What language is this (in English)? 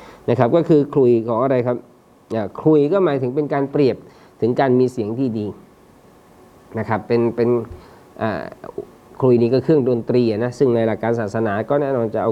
Thai